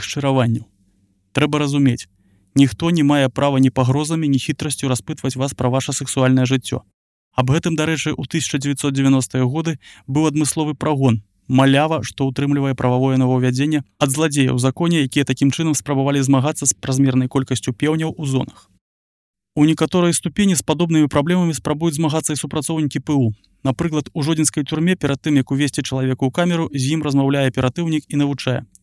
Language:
Belarusian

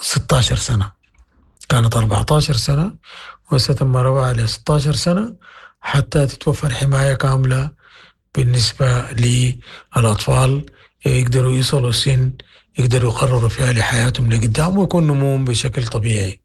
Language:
Sudanese Arabic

